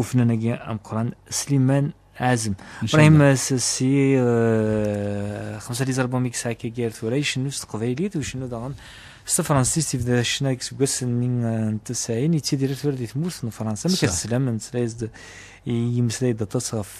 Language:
Kabyle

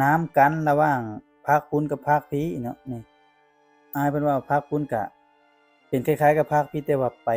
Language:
Lao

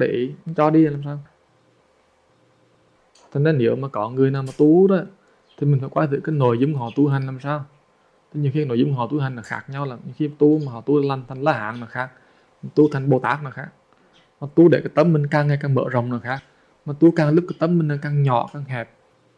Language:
Vietnamese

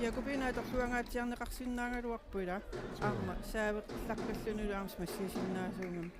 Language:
Kalaallisut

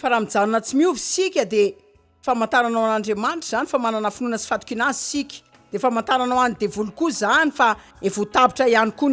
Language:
Malagasy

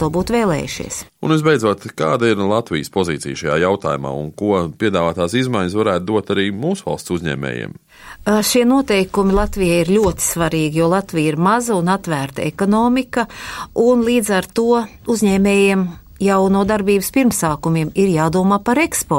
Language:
Latvian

